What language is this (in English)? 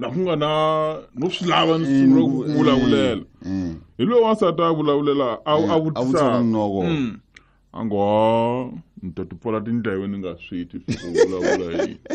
Tsonga